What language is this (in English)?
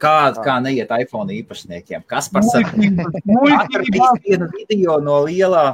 Latvian